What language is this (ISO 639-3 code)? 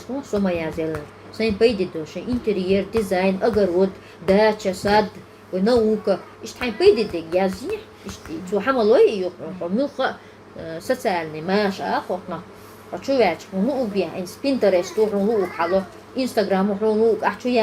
che